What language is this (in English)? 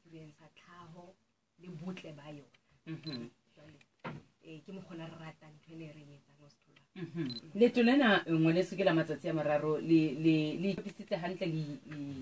Southern Sotho